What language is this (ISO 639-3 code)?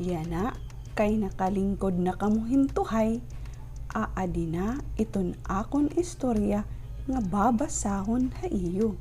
war